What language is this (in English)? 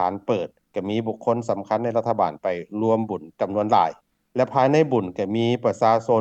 Lao